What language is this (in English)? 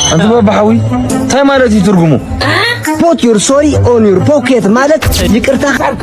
Tigrinya